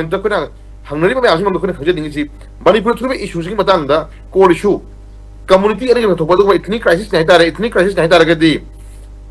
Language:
Manipuri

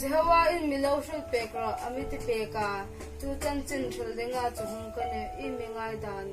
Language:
Hmar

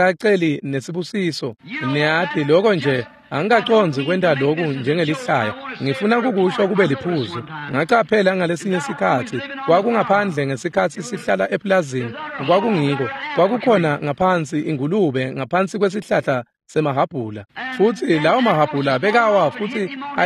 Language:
Swati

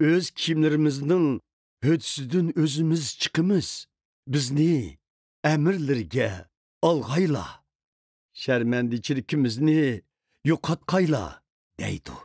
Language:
Uyghur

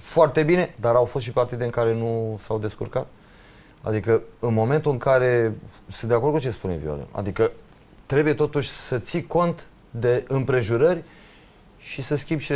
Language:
Romanian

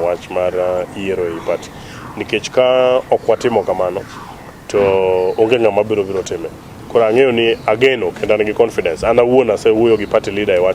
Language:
Luo (Kenya and Tanzania)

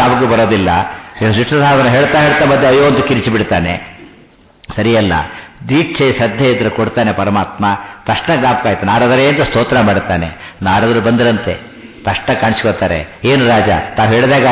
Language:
Kannada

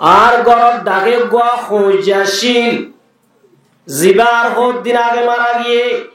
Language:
Rohingya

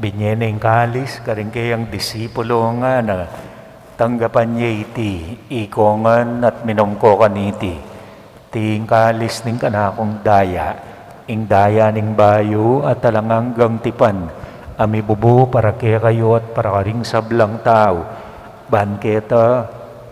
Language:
Pampanga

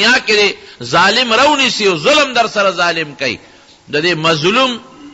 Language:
Pashto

